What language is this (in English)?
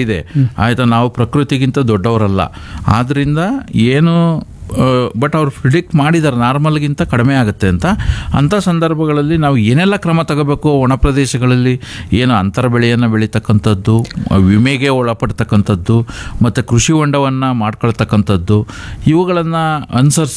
Kannada